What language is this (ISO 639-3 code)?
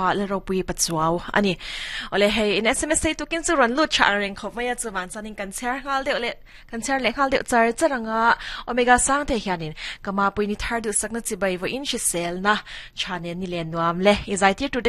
lus